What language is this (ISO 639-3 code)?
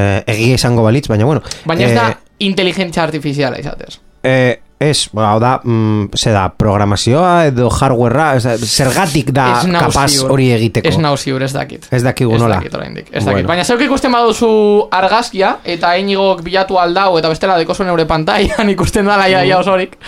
eus